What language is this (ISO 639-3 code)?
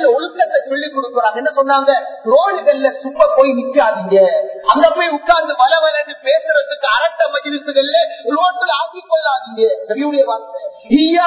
tam